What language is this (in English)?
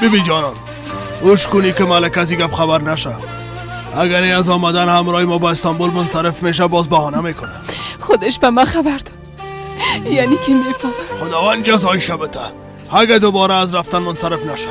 Persian